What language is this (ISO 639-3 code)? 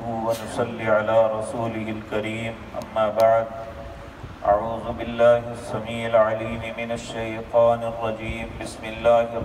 urd